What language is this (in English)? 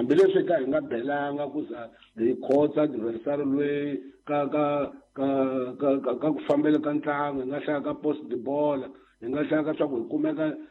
Tsonga